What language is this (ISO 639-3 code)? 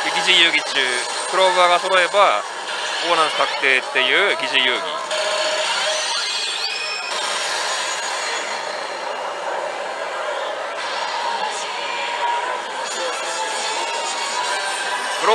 jpn